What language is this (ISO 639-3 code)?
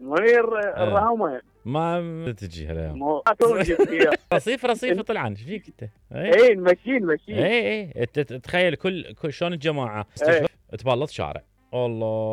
acm